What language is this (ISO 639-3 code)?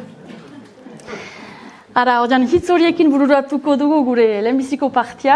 eus